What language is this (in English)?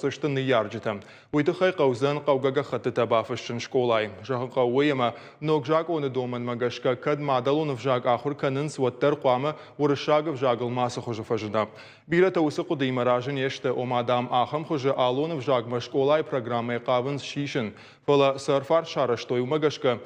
Ossetic